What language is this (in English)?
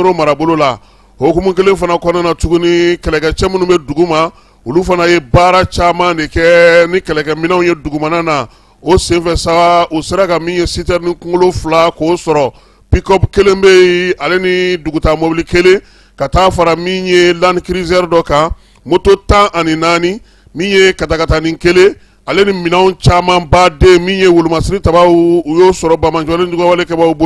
Bambara